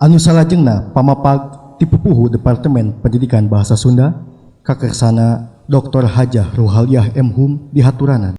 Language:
Sundanese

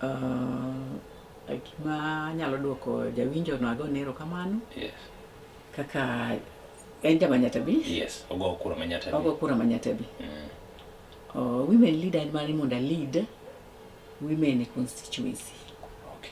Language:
Luo (Kenya and Tanzania)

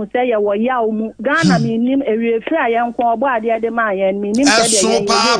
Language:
Akan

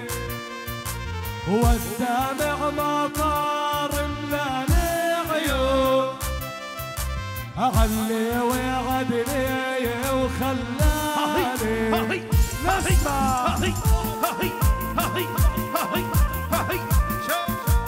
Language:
South Levantine Arabic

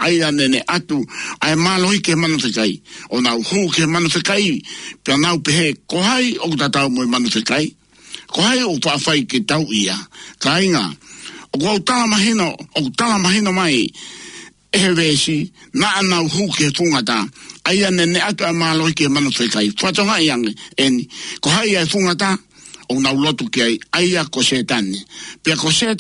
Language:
Tongan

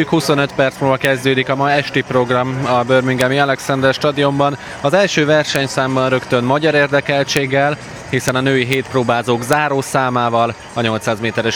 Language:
Hungarian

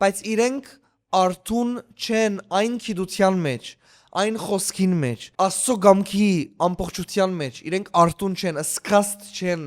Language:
Western Armenian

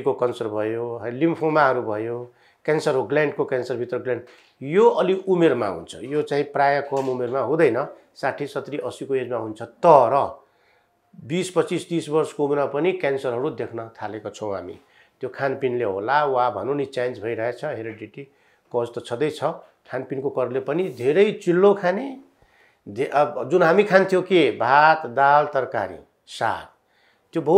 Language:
Nepali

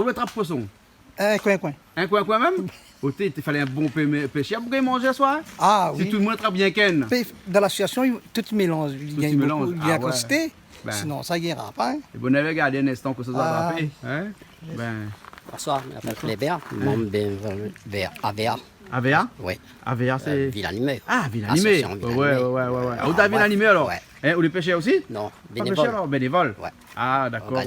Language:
Réunion Creole French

